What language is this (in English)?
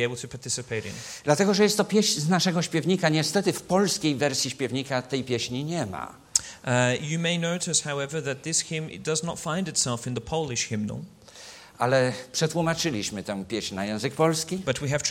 Polish